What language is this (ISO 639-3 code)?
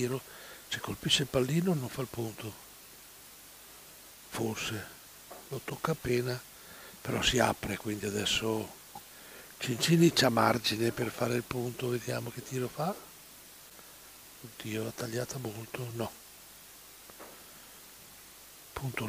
ita